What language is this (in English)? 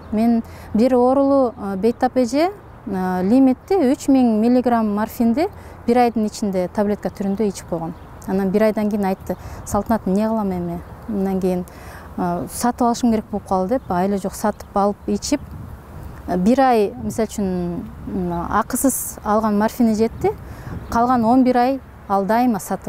Kyrgyz